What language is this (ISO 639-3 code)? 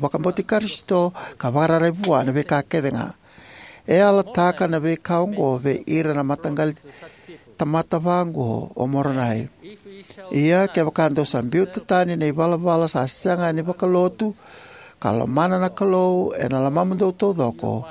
fij